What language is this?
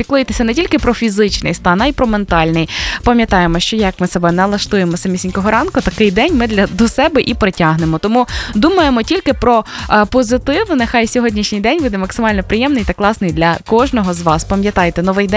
Ukrainian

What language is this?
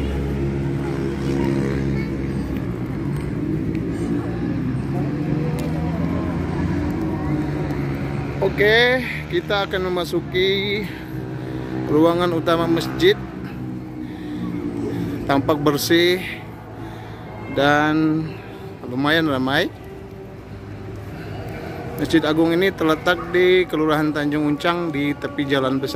Indonesian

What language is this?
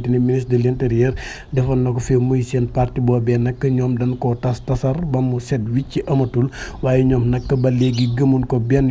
Wolof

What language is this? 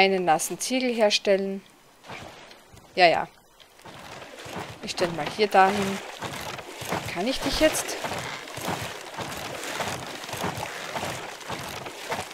German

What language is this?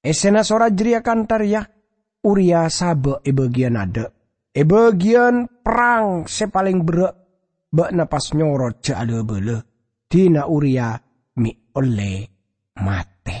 Madurese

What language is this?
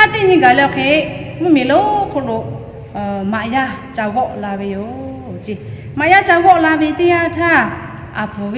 Lahu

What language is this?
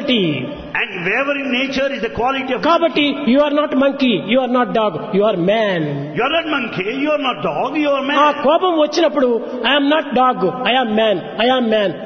Telugu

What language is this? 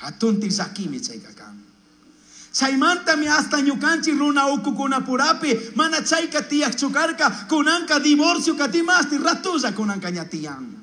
Chimborazo Highland Quichua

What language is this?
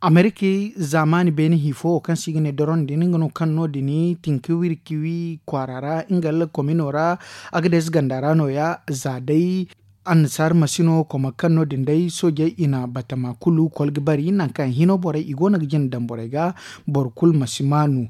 Zarma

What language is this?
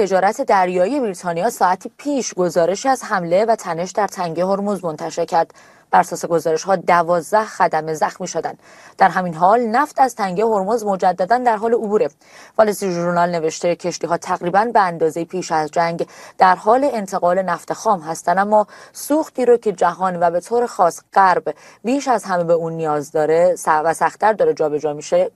Persian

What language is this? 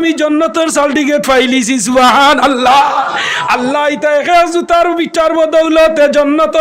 Sylheti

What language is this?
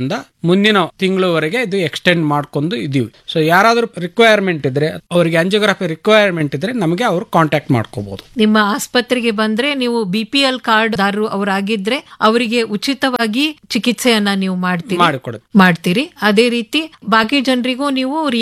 Kannada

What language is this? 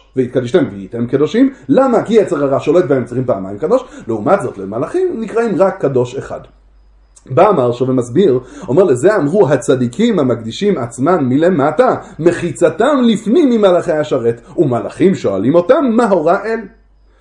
Hebrew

